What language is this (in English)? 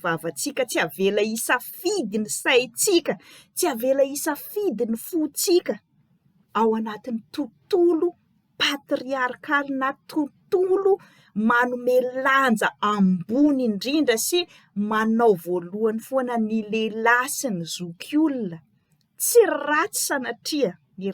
Malagasy